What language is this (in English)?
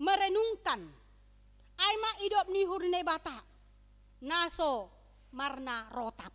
Batak Simalungun